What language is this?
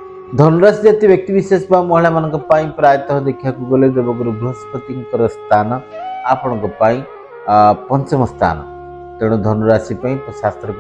Odia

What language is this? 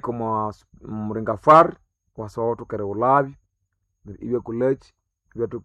Nande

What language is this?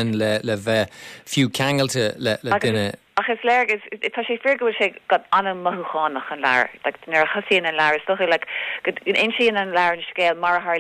Irish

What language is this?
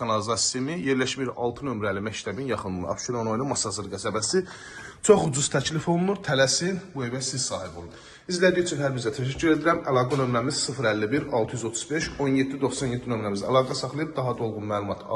Azerbaijani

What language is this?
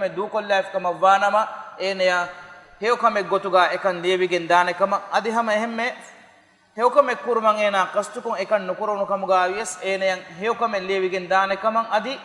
Divehi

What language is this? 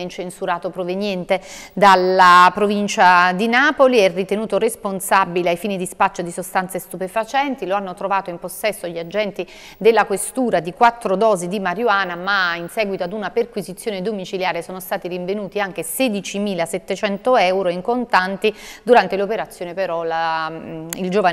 Italian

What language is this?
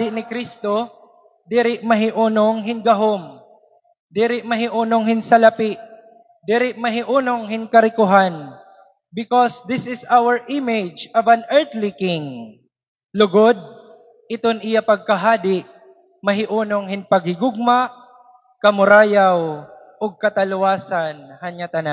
Waray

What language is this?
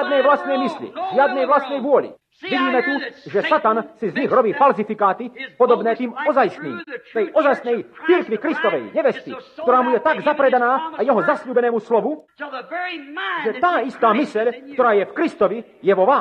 Slovak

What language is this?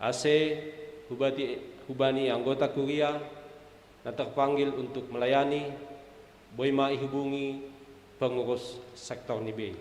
Batak Simalungun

